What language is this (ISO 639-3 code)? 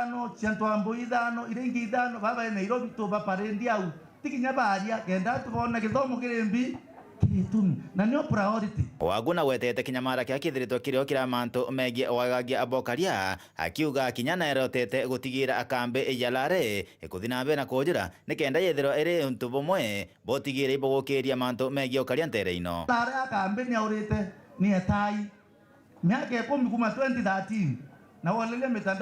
mer